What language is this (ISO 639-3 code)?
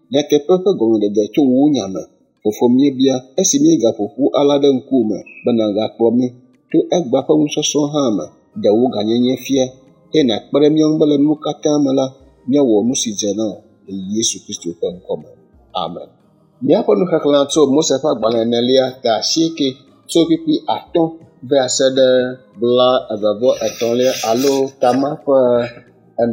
ewe